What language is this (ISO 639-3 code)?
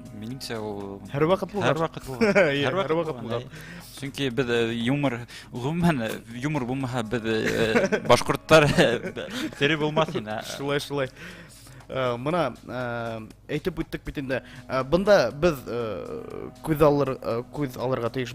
bak